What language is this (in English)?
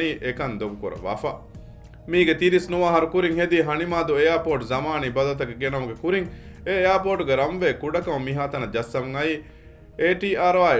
Divehi